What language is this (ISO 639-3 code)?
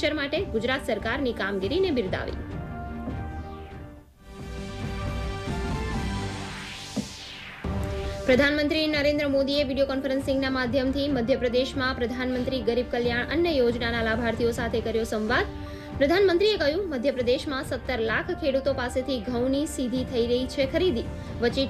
guj